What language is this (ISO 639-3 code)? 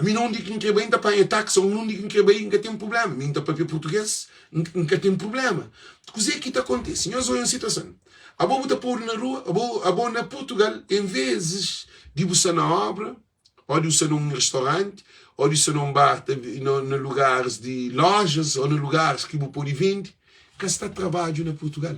kea